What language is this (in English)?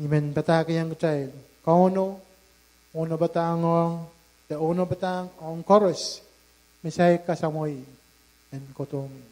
Pohnpeian